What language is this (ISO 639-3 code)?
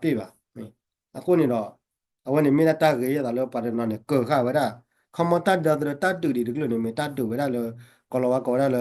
ksw